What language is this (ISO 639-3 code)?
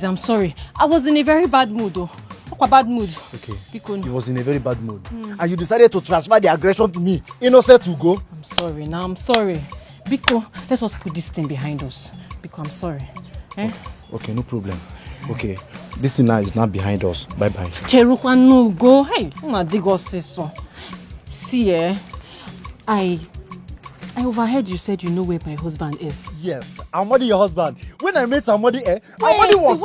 pcm